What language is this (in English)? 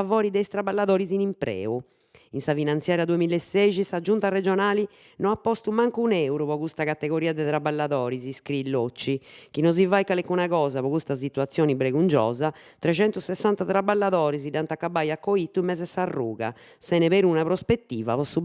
Sardinian